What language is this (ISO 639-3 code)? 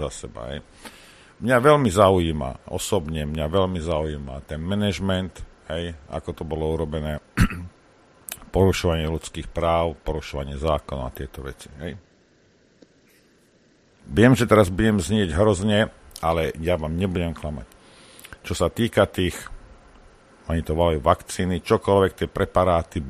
slk